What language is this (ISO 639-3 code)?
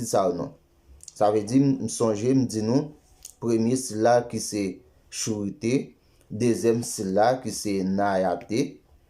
hat